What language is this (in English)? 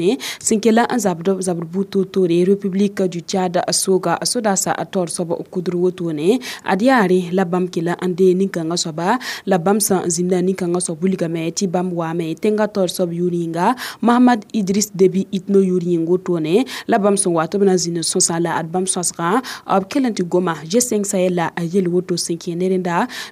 Mossi